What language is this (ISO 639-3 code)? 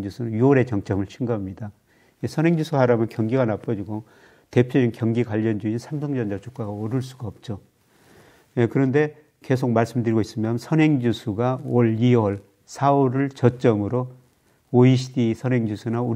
kor